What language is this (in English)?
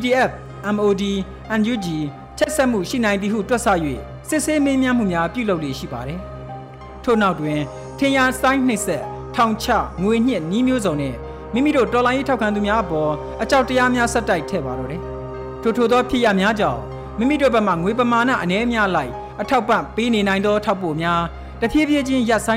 Burmese